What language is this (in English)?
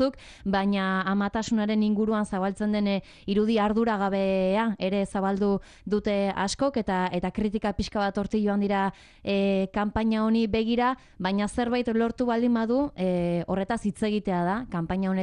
Basque